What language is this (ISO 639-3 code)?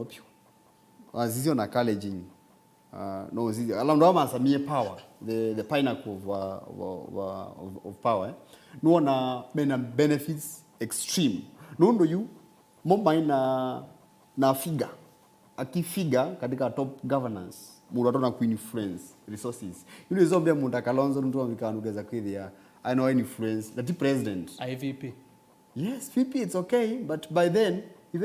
kam